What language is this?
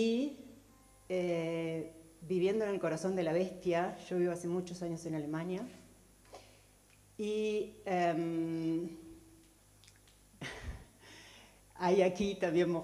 Spanish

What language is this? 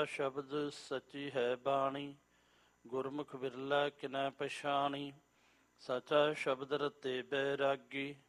Punjabi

